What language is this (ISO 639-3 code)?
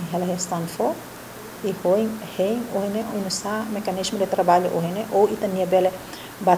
tet